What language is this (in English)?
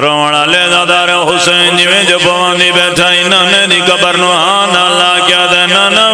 Pahari-Potwari